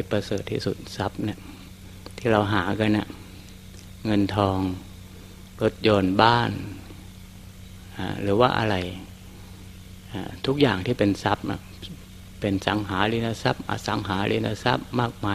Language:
Thai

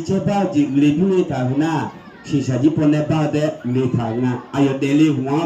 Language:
Akha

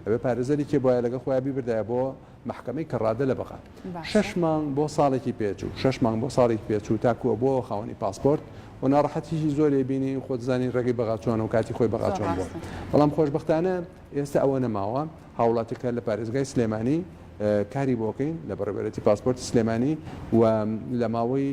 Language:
Central Kurdish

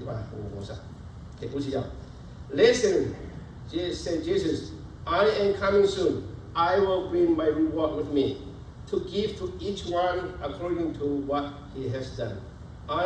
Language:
Lahu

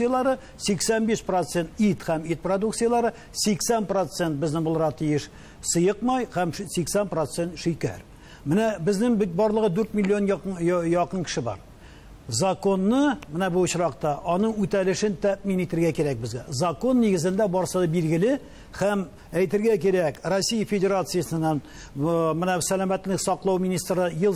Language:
Tatar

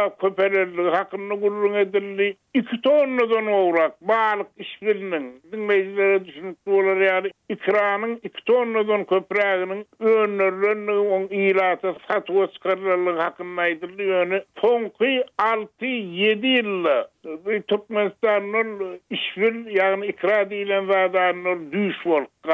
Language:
Turkmen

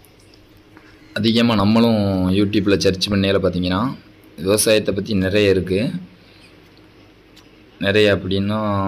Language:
Tamil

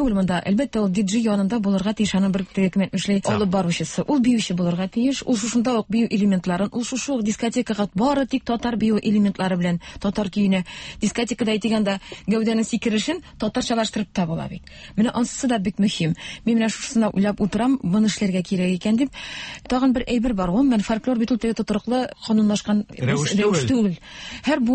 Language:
Tatar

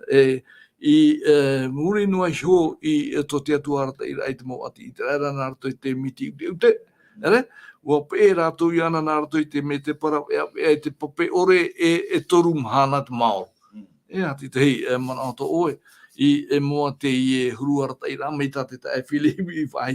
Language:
Tahitian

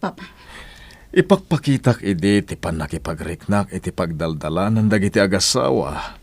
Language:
Iloko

